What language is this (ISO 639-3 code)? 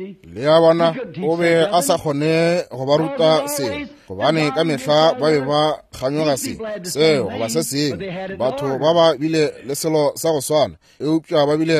nso